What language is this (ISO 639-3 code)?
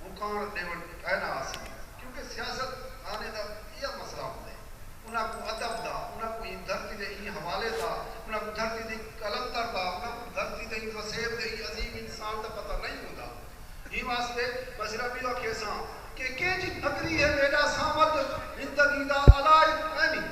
skr